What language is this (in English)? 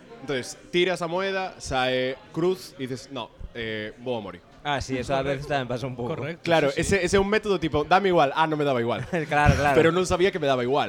Galician